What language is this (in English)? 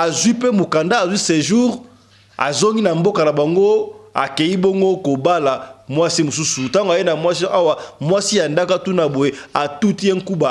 Lingala